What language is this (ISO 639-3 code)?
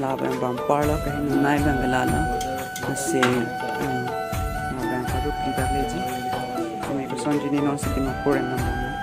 mjw